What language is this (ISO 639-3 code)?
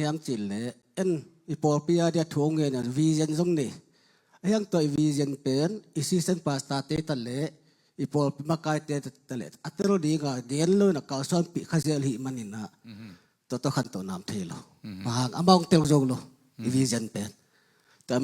ctd